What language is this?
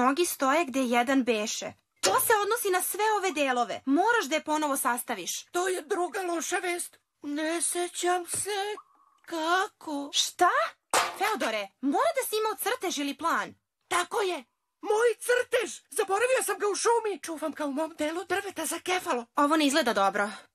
Serbian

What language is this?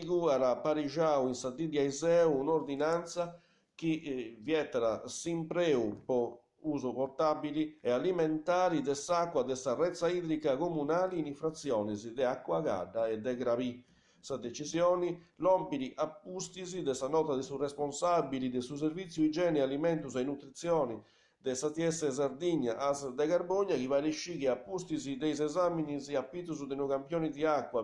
Sardinian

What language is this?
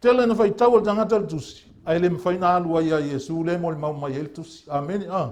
Samoan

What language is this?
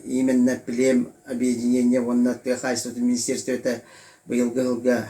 Yakut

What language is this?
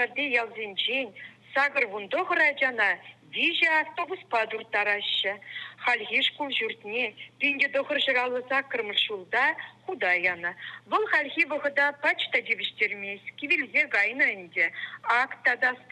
Chuvash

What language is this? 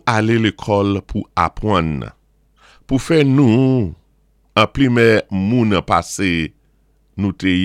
Saint Lucian Creole French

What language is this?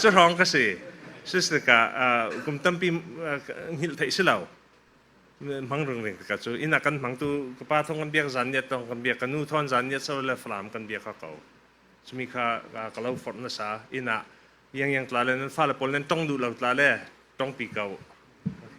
Falam Chin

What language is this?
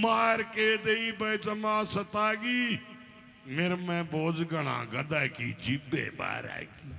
Haryanvi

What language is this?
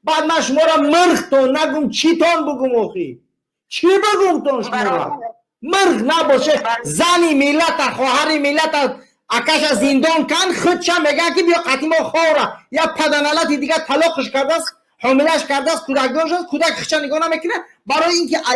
Tajik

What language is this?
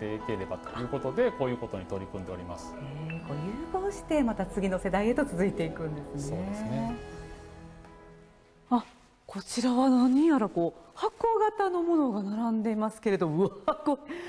Japanese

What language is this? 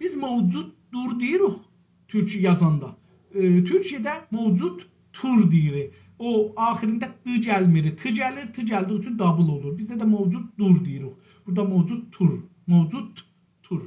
South Azerbaijani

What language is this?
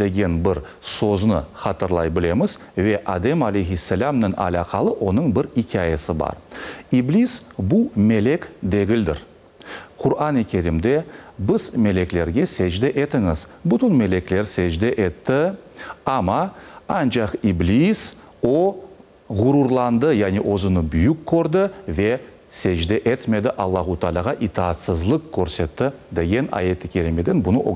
Crimean Tatar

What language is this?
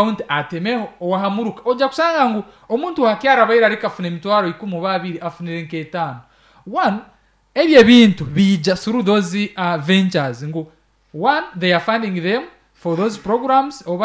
Nyankole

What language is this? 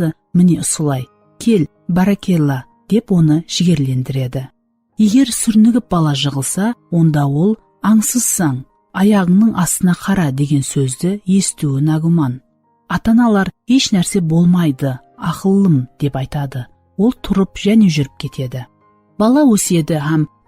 Kara-Kalpak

